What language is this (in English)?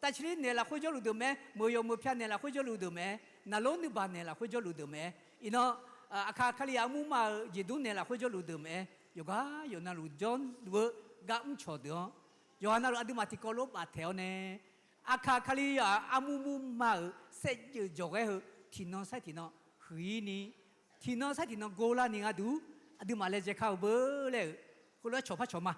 Akha